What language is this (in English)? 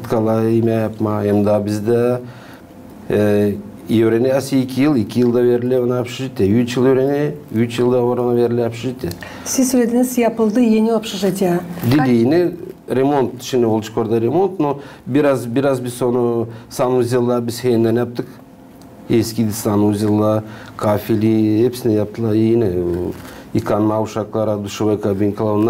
Gagauz